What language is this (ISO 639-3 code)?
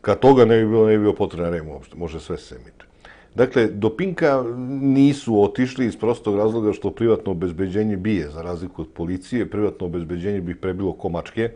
srp